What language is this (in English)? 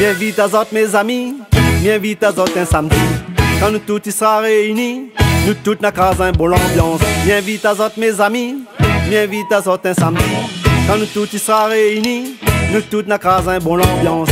Réunion Creole French